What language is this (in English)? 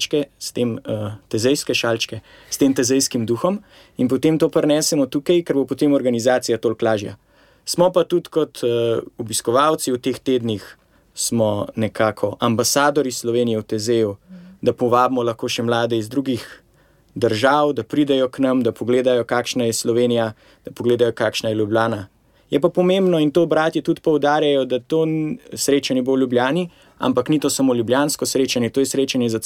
Slovenian